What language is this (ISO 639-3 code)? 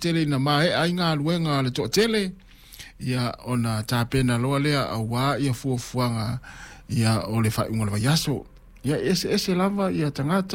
smo